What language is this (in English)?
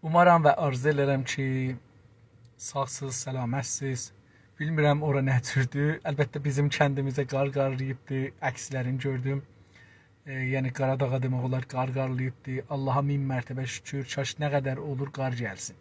South Azerbaijani